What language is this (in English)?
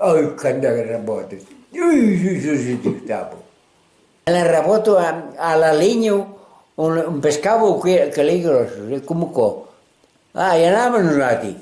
Occitan